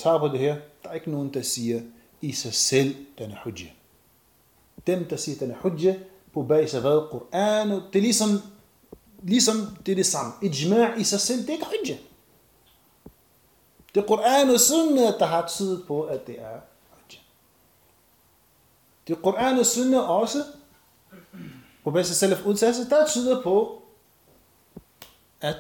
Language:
Danish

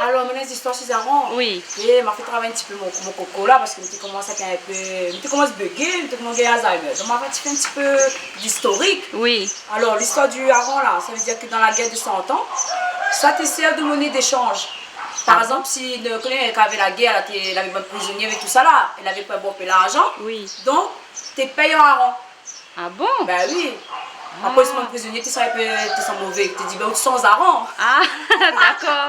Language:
Réunion Creole French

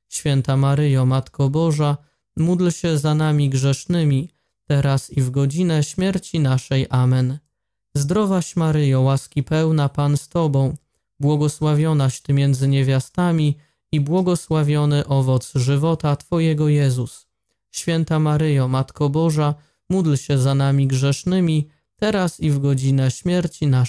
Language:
Polish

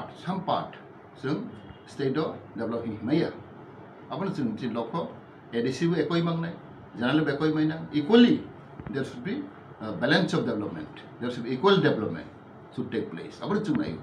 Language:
Kok Borok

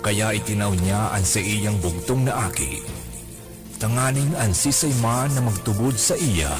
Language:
Bikol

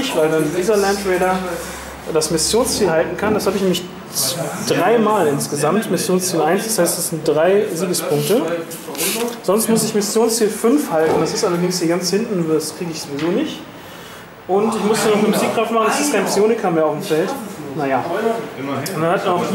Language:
German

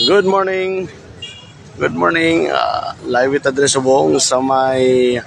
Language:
Hiligaynon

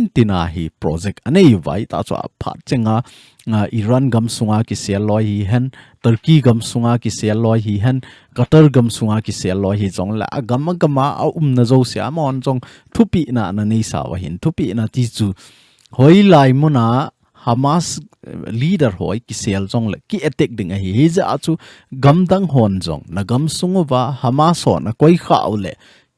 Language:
Thado Chin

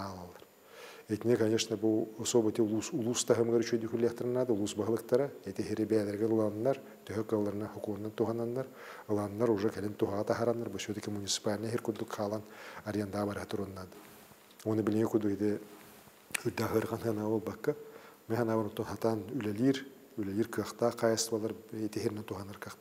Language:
Yakut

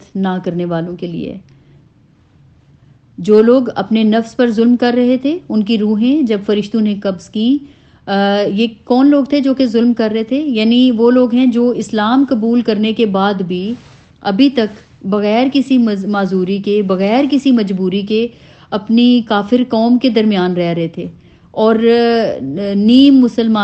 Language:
Urdu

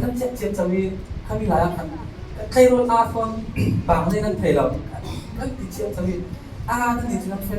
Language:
Falam Chin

